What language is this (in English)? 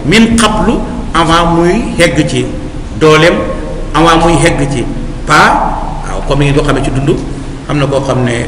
Wolof